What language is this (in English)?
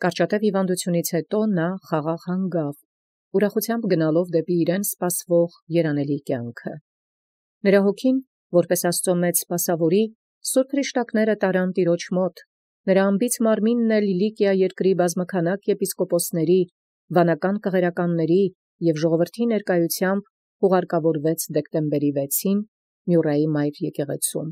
Armenian